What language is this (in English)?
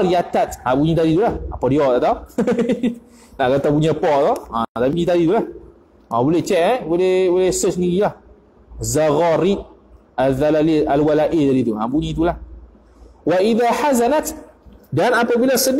Malay